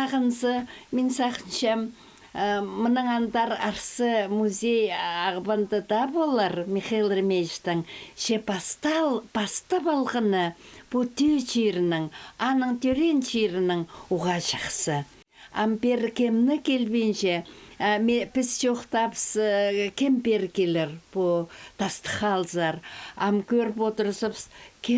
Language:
Khakas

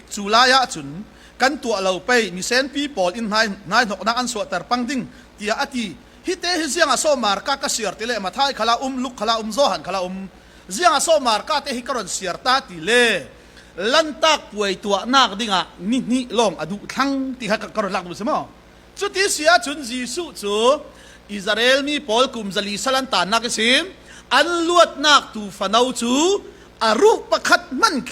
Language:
Falam Chin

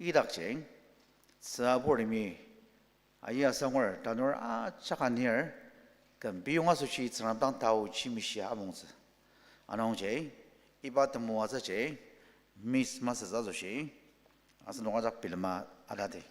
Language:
Ao Naga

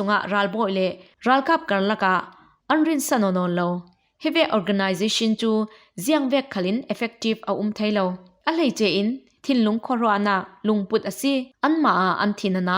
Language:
Falam Chin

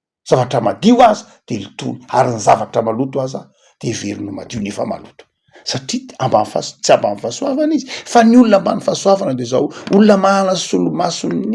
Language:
Malagasy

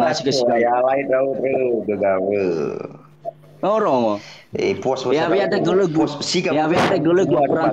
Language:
Nias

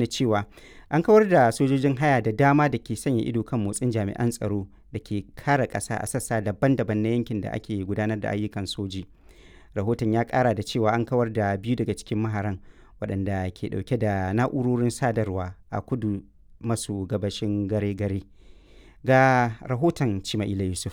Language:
Hausa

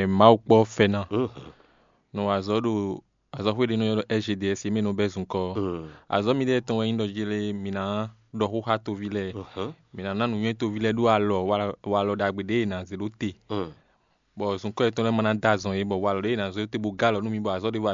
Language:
Fon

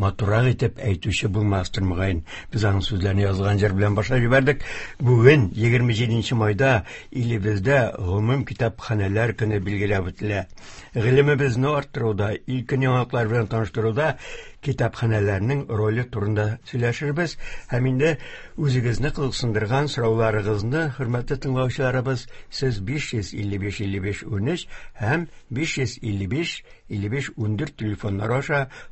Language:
Tatar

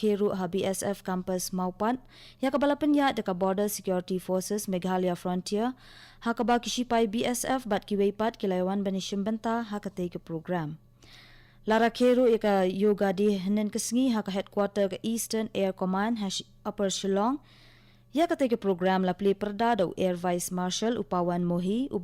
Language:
Khasi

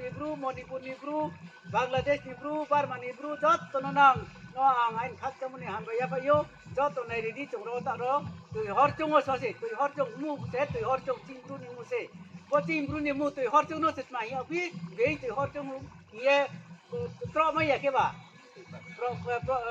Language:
Riang (India)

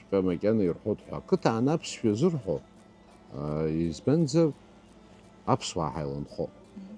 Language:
Abkhazian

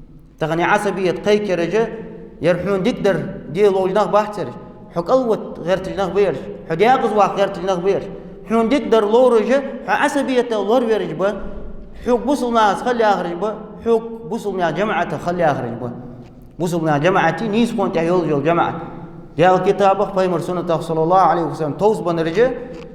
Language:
Ingush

